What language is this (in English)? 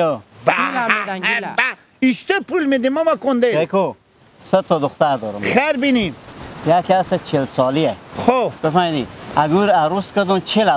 Hazaragi